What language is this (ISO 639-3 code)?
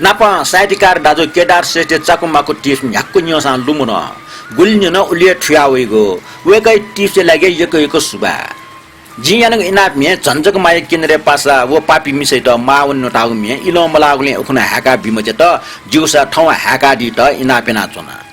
new